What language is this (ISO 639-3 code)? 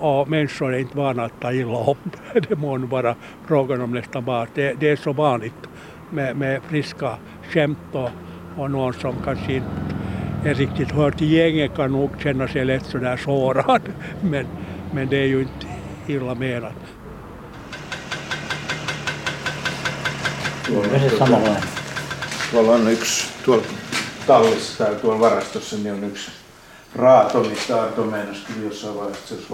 swe